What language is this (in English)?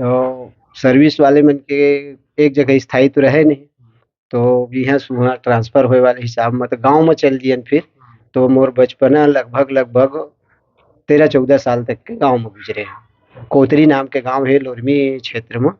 Chhattisgarhi